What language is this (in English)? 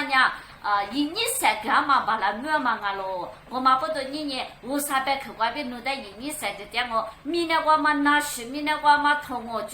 Lisu